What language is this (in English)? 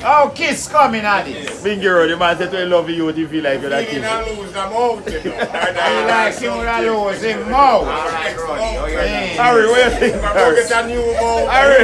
Jamaican Creole English